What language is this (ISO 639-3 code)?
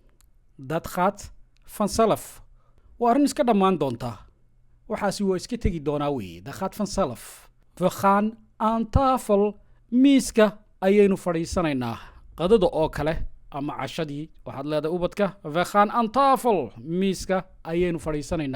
som